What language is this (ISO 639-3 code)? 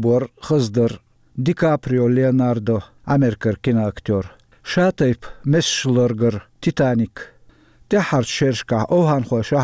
che